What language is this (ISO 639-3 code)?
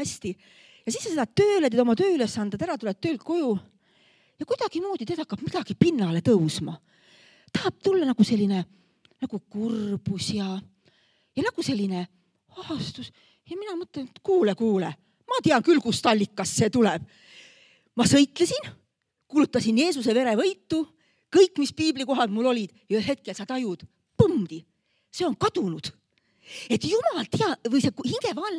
est